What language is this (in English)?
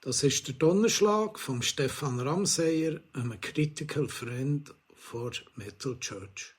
Swiss German